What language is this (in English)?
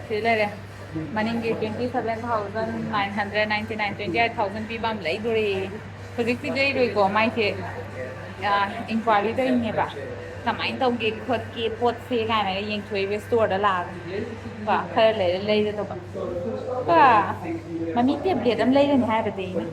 Manipuri